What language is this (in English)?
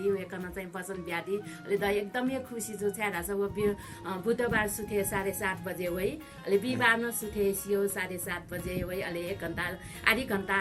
Newari